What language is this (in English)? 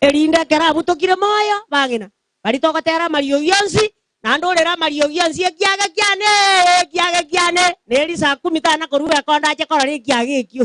Gusii